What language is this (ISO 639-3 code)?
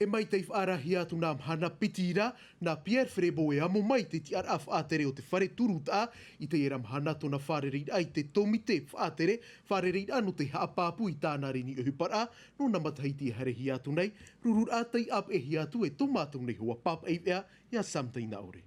tah